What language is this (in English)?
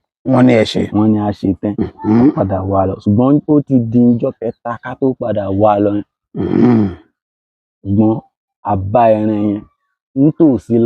Yoruba